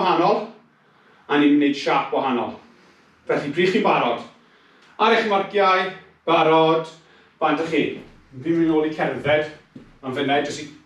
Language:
Welsh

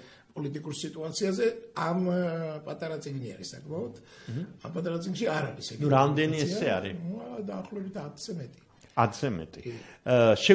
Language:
Georgian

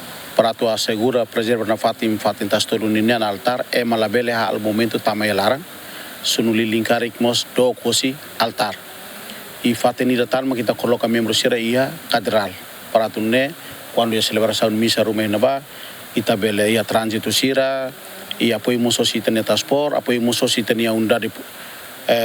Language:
Tetum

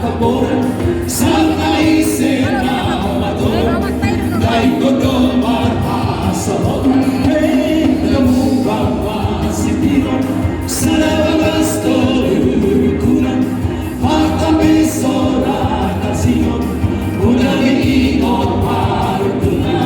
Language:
Batak Toba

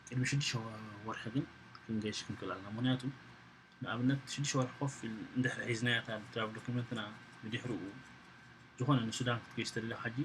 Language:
Tigrinya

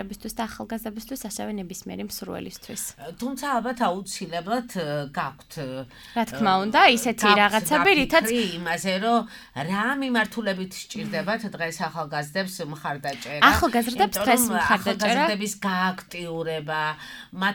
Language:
Georgian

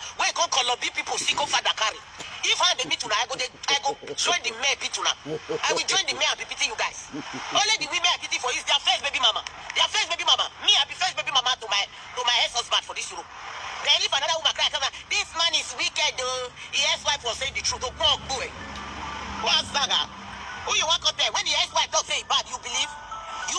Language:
Nigerian Pidgin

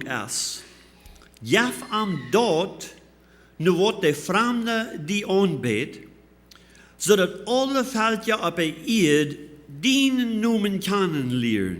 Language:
Plautdietsch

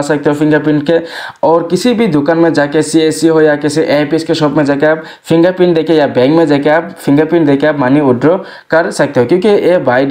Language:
Hindi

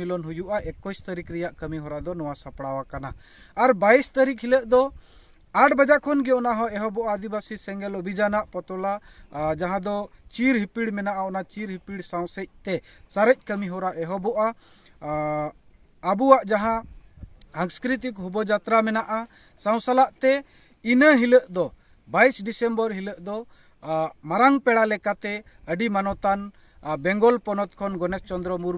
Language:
Santali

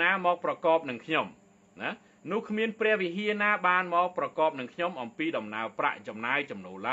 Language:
Khmer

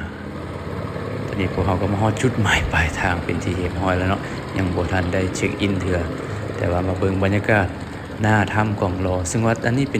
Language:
Lao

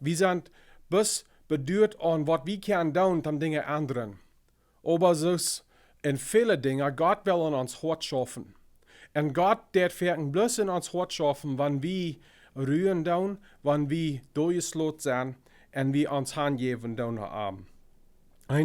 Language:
Plautdietsch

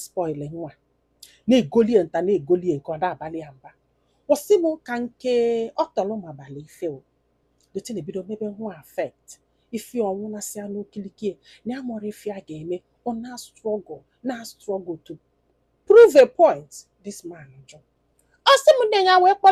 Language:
Igbo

